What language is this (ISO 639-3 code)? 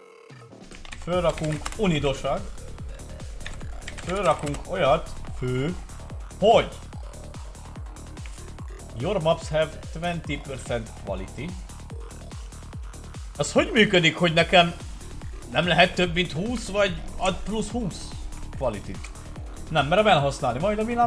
hun